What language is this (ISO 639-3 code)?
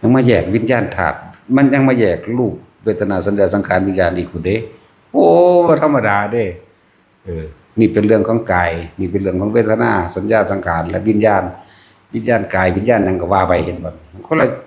lao